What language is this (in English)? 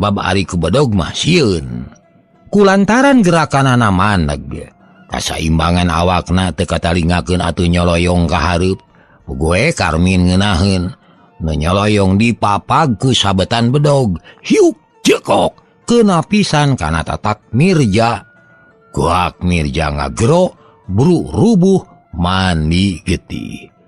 Sundanese